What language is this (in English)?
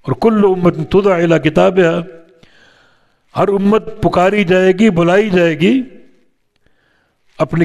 Urdu